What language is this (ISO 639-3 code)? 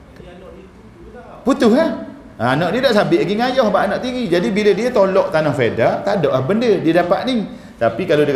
msa